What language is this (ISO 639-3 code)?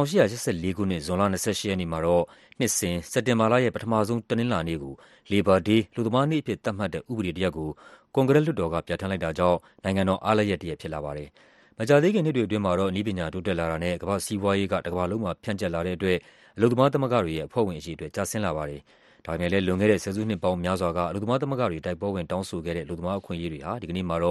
mya